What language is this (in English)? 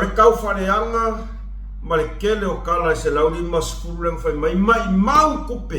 Samoan